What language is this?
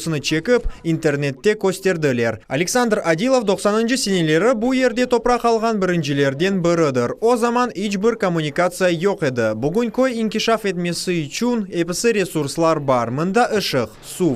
Crimean Tatar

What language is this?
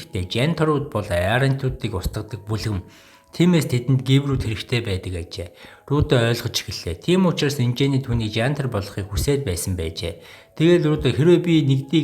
Mongolian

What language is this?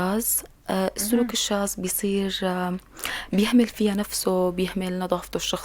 North Levantine Arabic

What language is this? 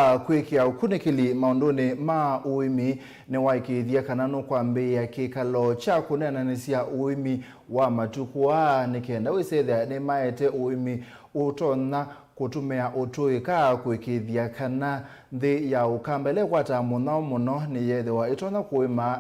Kamba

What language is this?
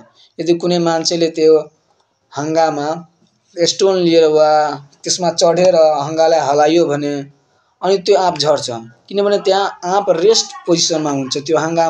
Nepali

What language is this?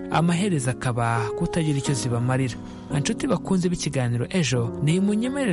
Kinyarwanda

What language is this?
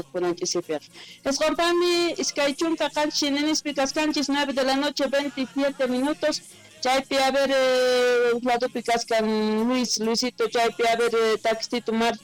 Quechua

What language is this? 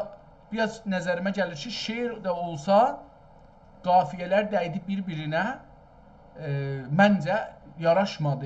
South Azerbaijani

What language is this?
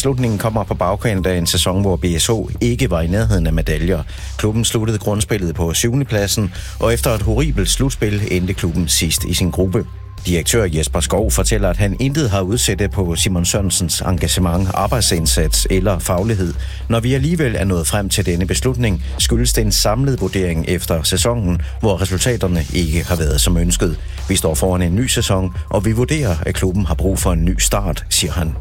Danish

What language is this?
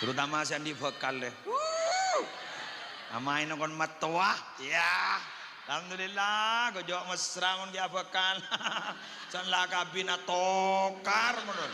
Madurese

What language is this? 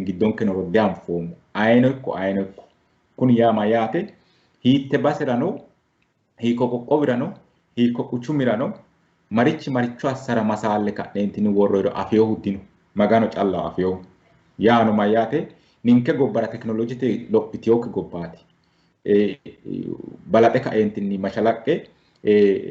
Sidamo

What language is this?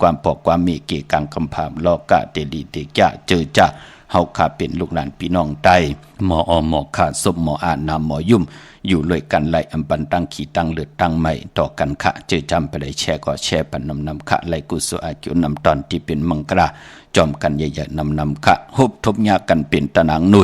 Shan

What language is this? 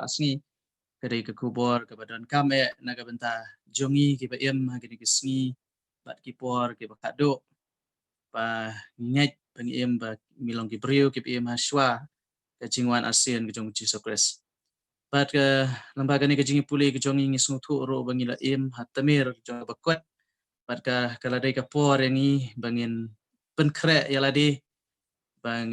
Khasi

